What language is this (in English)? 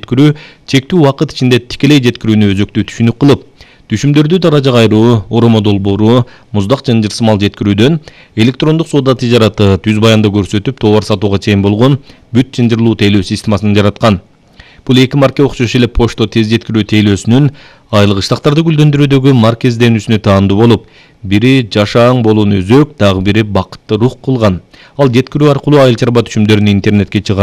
Kyrgyz